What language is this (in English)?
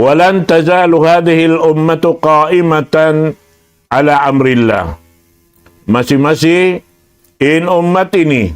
Tausug